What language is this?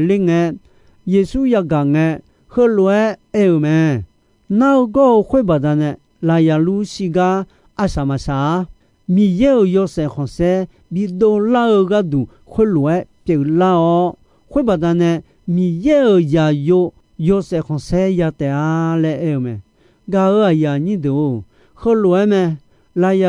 Akha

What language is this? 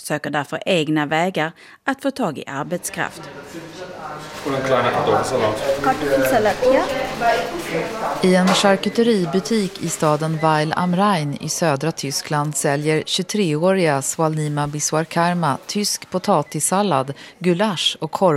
Swedish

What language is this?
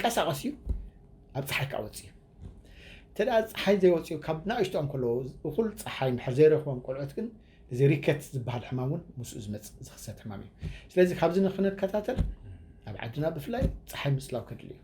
Tigrinya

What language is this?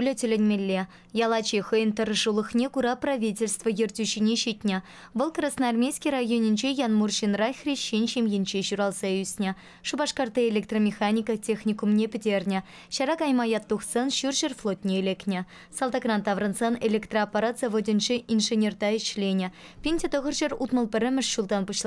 Chuvash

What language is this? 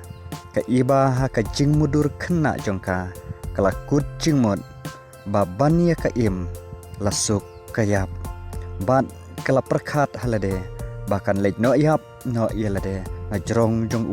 Khasi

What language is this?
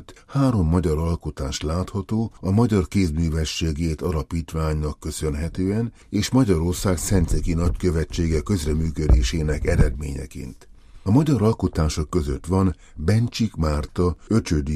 Hungarian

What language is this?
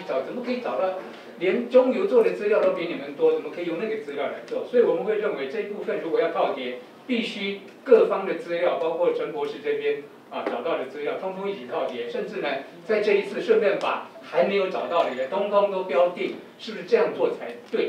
Chinese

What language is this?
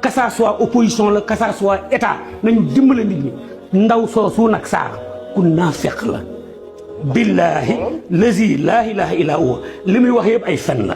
Wolof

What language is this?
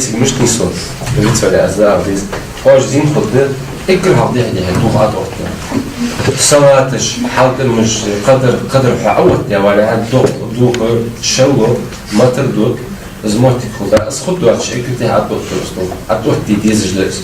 Ingush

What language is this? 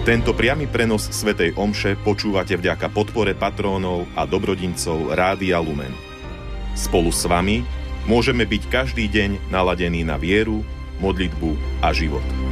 Slovak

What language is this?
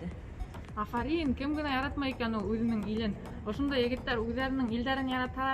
Bashkir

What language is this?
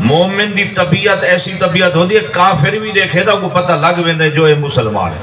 Saraiki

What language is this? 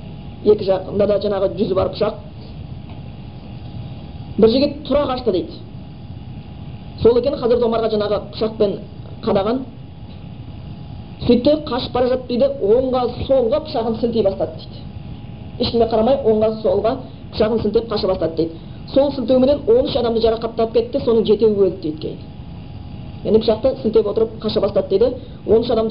Kazakh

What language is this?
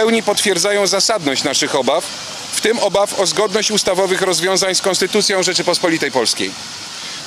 Polish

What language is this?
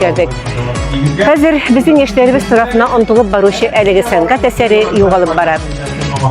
Tatar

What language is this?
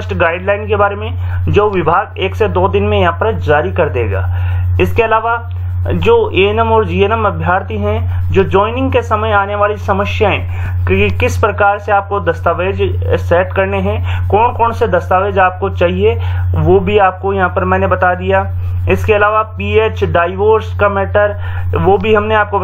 Hindi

